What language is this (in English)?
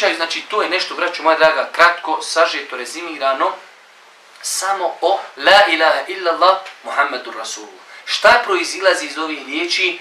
Bosnian